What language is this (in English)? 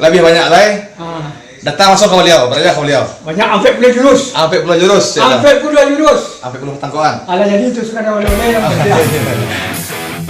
Minangkabau